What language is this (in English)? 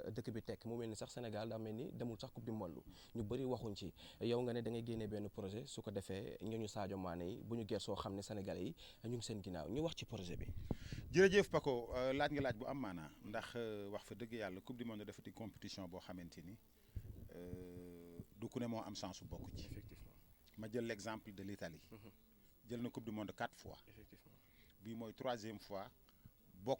Wolof